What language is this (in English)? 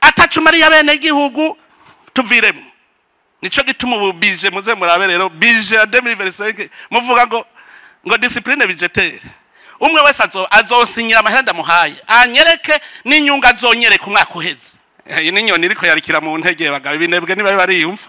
Rundi